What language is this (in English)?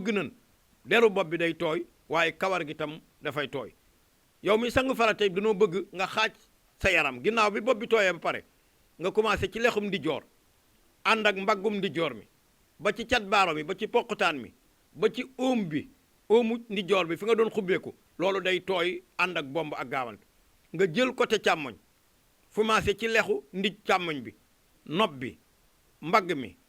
Wolof